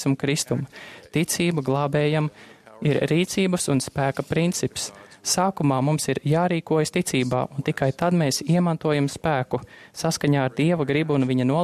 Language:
Latvian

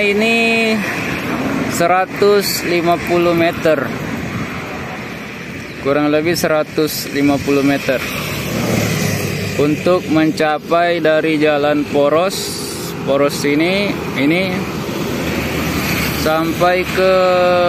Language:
Indonesian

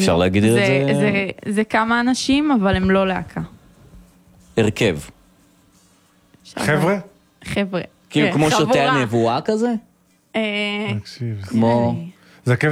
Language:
Hebrew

